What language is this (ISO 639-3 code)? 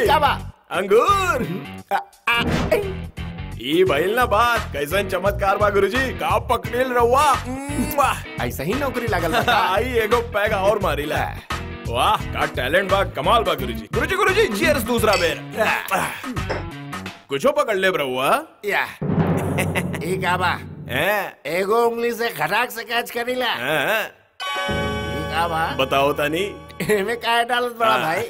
bho